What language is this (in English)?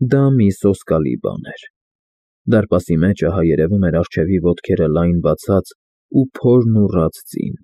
Armenian